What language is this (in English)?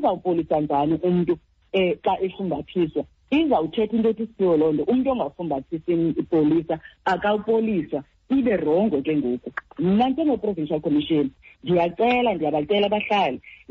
Xhosa